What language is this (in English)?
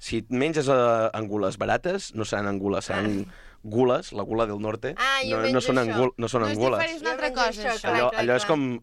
Catalan